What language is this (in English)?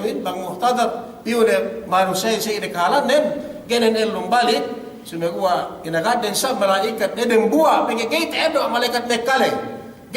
Yakan